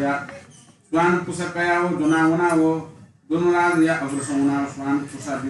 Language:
Newari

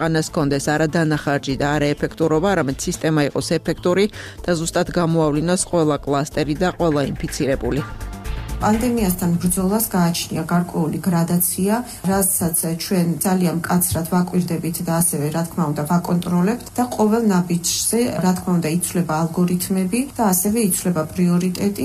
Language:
Georgian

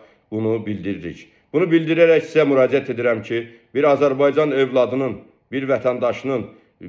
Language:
Azerbaijani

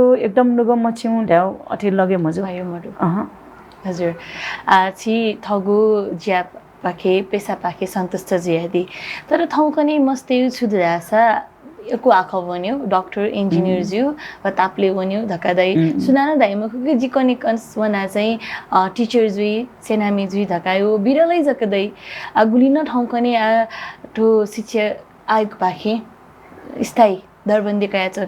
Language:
Newari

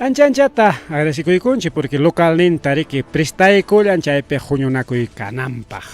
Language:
Ayacucho Quechua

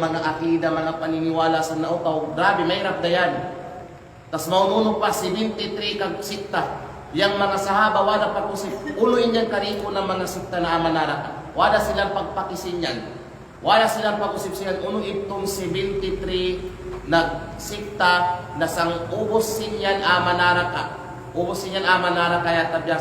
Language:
Kalagan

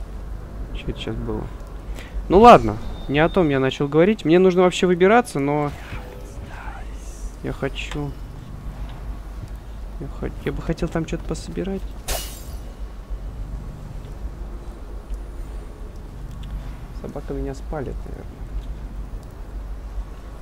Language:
Russian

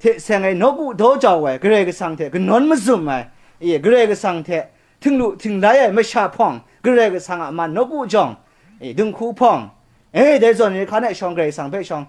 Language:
Kachin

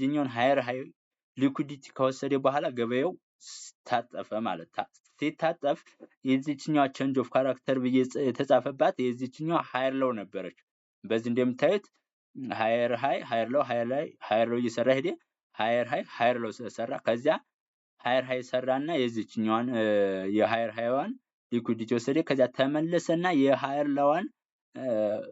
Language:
Amharic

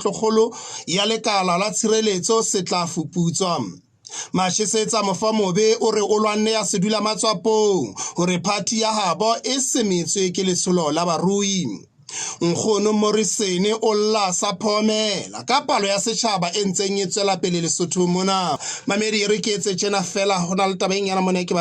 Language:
Southern Sotho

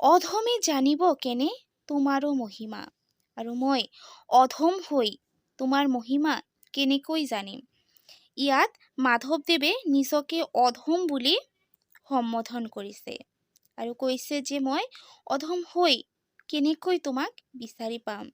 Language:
Assamese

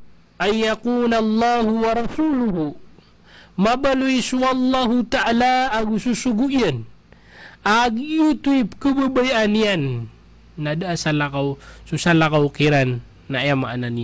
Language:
Maranao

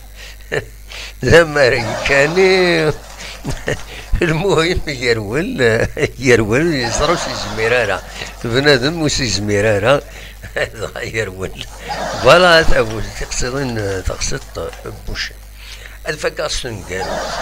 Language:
Kabyle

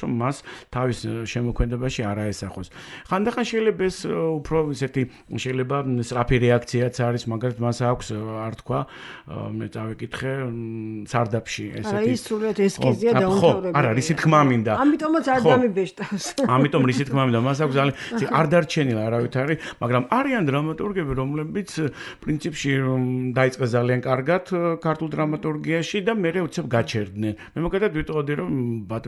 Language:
Georgian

